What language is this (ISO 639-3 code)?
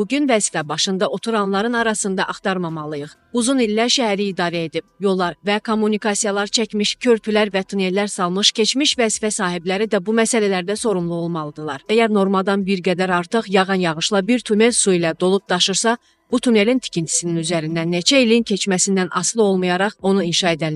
aze